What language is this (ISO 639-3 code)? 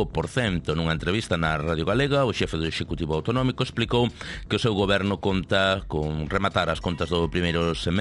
glg